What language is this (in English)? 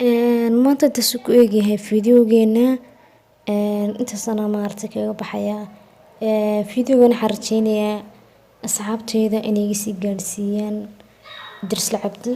Somali